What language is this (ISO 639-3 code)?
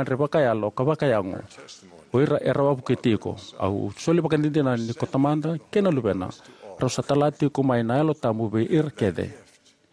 fij